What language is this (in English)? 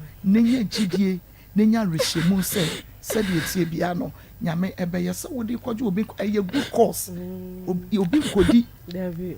Akan